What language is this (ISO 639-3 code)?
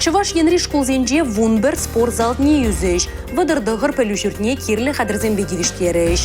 chv